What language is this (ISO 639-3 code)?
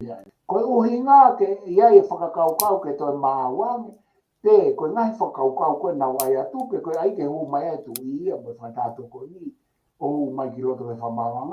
ton